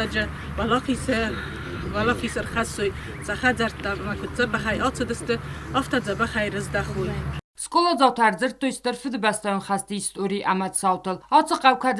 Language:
Ossetic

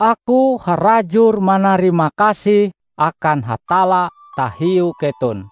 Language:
Ngaju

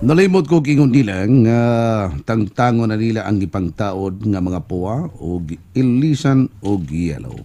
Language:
Cebuano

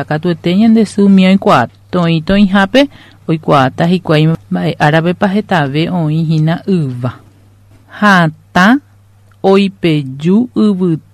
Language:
Guarani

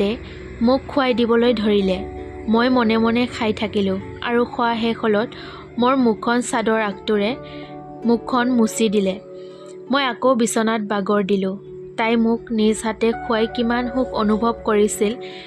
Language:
Assamese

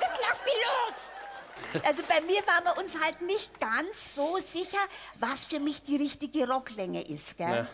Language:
Bavarian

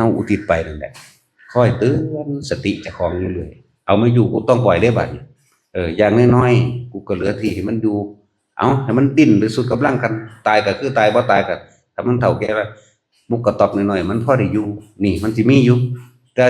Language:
Northeastern Thai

